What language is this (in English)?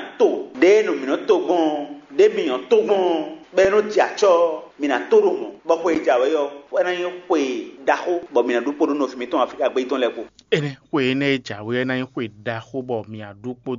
Fon